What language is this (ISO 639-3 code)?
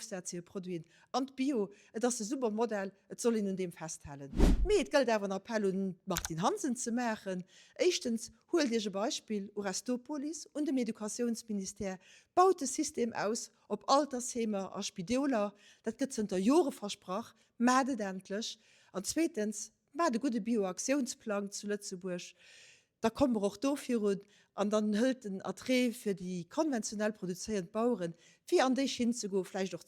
ltz